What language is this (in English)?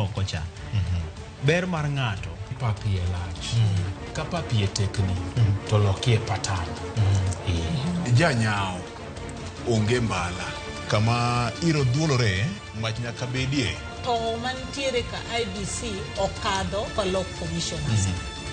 Luo (Kenya and Tanzania)